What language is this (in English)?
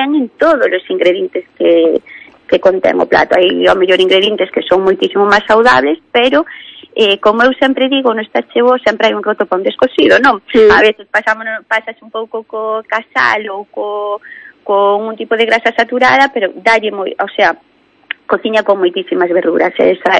Galician